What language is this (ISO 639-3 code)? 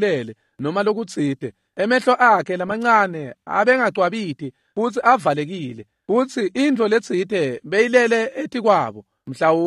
ssw